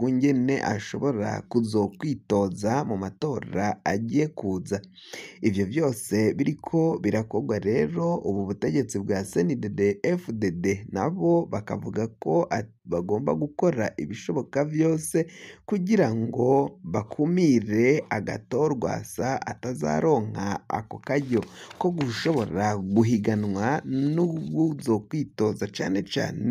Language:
Rundi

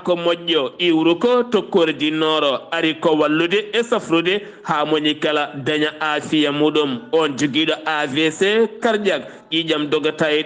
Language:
Fula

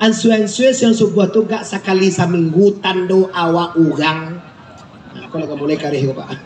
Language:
Minangkabau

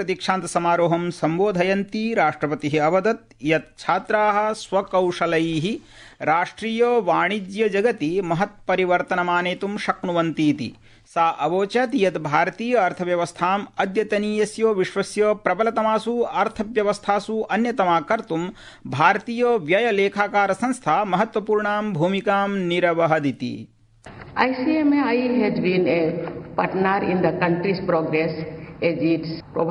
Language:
Sanskrit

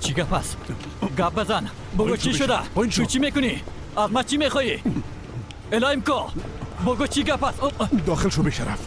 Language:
Persian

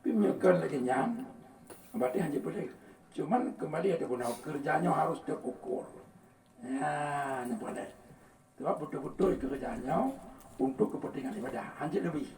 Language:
Achinese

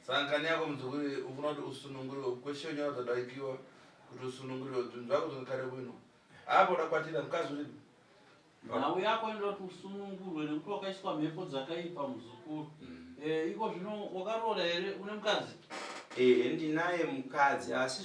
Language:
Shona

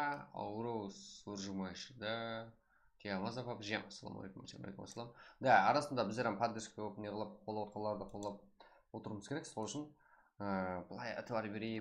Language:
Kara-Kalpak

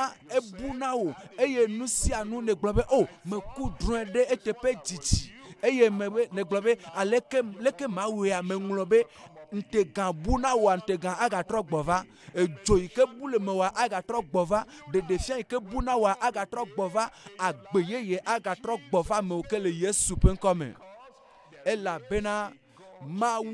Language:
Ewe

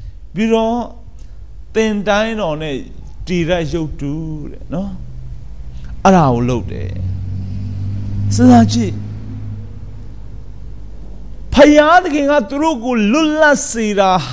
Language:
Burmese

